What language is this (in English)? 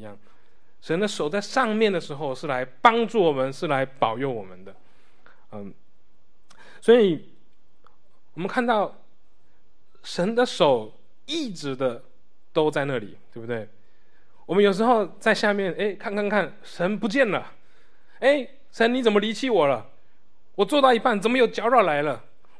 Chinese